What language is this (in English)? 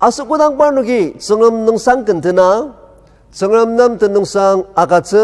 Ao Naga